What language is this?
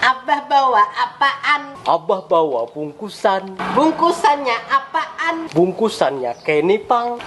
Banjar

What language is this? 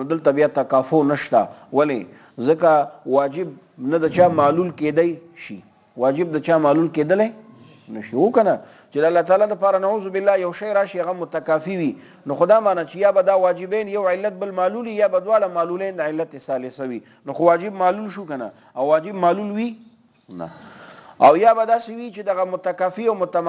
Pashto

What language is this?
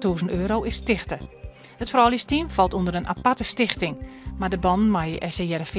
Western Frisian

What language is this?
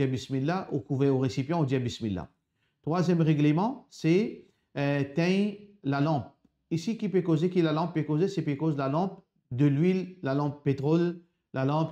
Morisyen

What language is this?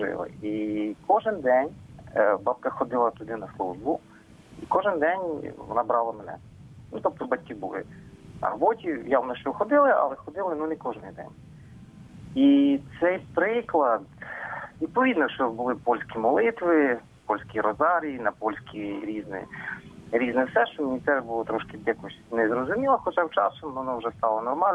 Ukrainian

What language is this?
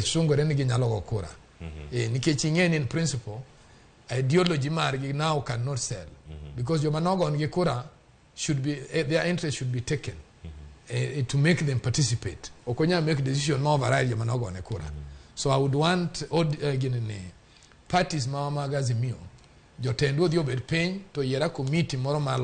Luo (Kenya and Tanzania)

